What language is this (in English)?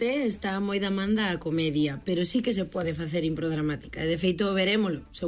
Galician